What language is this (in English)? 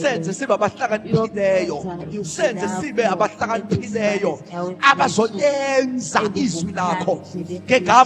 Zulu